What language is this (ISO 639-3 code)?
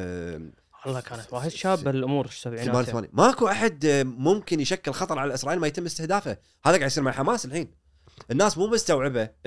afb